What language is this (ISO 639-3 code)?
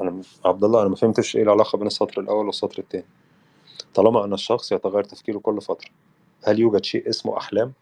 arz